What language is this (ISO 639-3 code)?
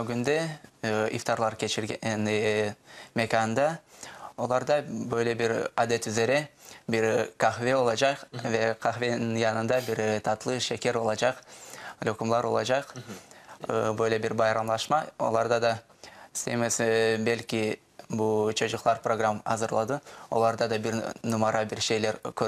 crh